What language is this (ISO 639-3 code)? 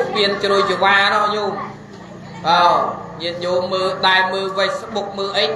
khm